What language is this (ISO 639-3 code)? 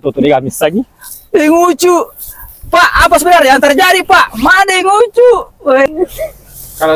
bug